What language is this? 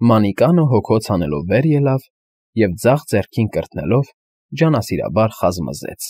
Armenian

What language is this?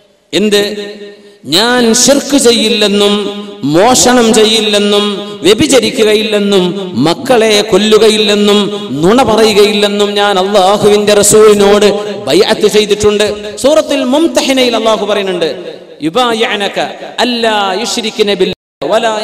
Malayalam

